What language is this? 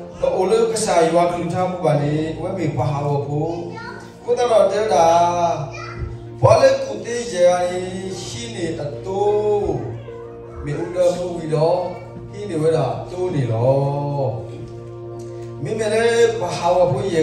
S'gaw Karen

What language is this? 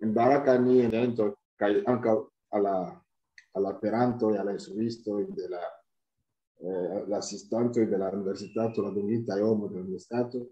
Esperanto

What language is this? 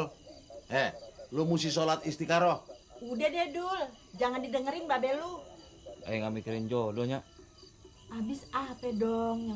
Betawi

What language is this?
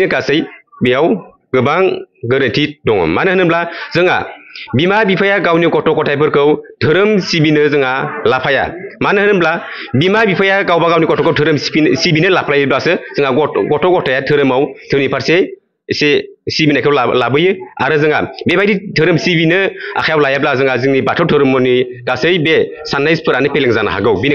Bodo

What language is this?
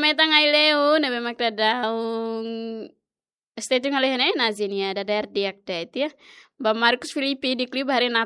Tetum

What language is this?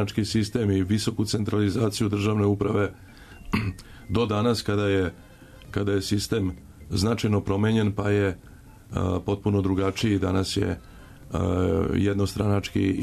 Serbian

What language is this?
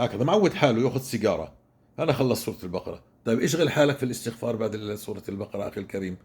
North Levantine Arabic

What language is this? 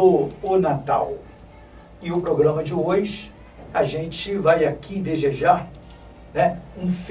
Portuguese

